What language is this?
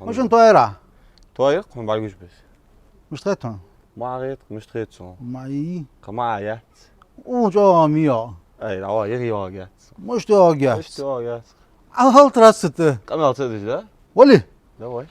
Ingush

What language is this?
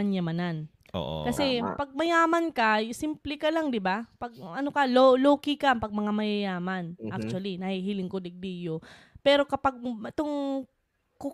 Bikol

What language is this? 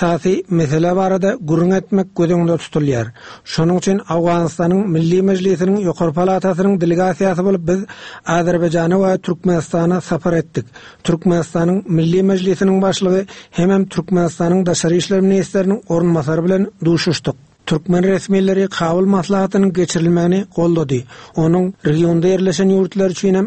Turkmen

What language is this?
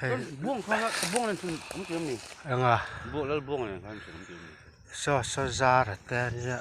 Mizo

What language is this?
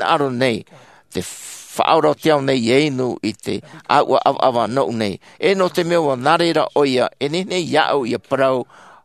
Tahitian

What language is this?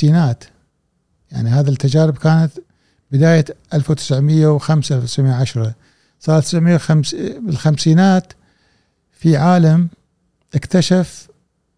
Gulf Arabic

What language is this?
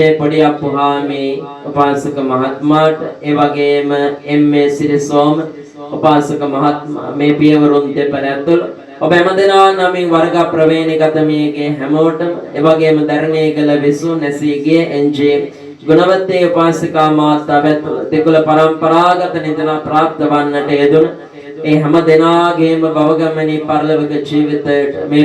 Sinhala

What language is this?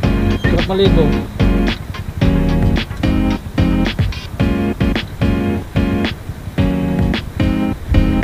Filipino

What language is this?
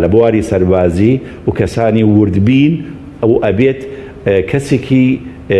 Central Kurdish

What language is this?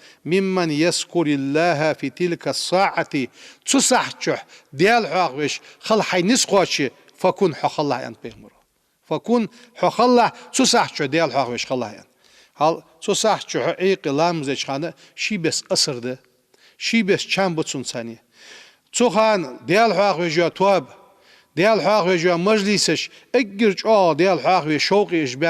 Ingush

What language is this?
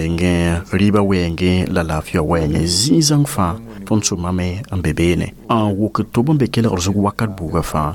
Mossi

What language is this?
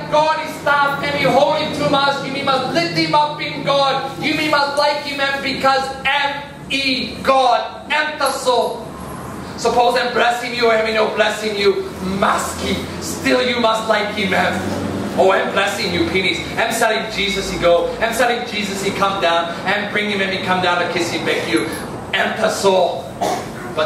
Tok Pisin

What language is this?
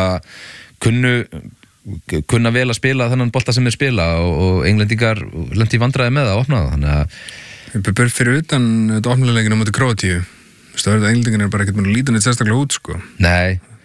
Icelandic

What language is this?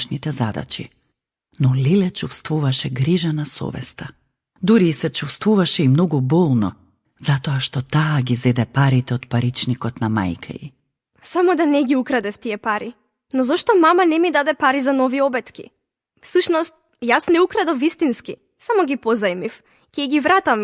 Macedonian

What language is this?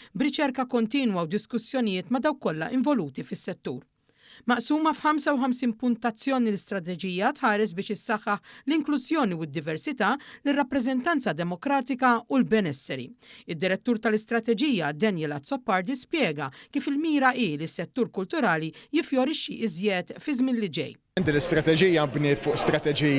Maltese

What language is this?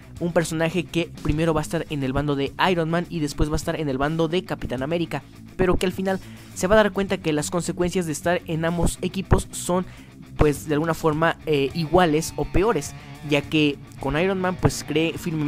Spanish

